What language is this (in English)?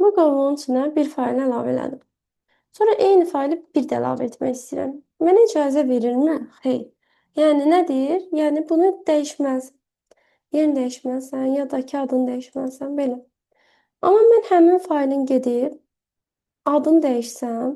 Azerbaijani